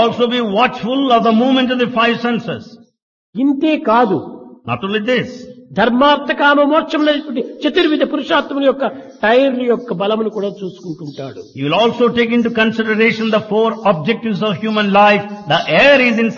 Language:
Telugu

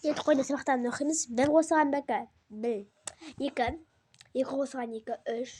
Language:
Kazakh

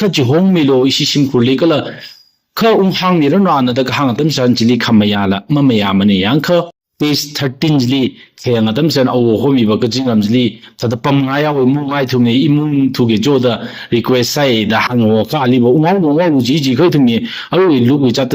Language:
Tangkhul Naga (India)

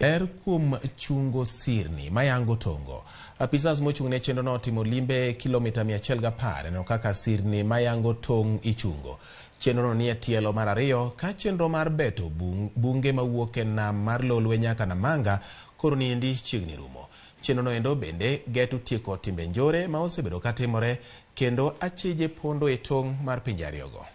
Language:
Luo (Kenya and Tanzania)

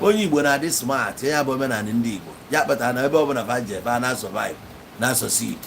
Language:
Igbo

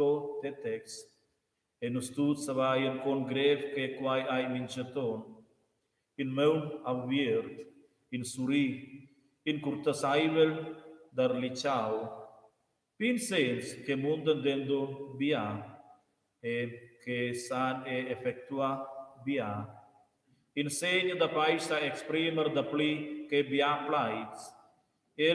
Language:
Romansh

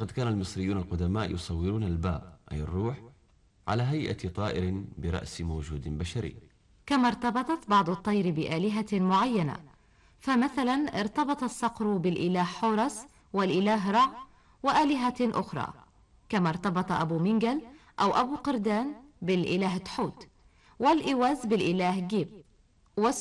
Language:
Arabic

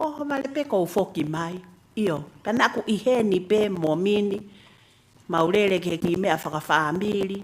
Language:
Tongan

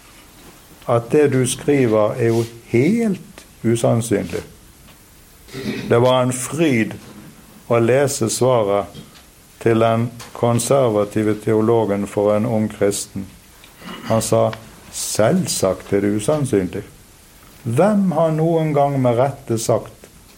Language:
Norwegian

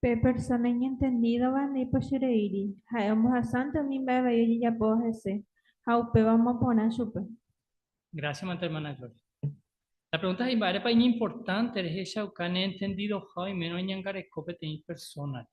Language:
Guarani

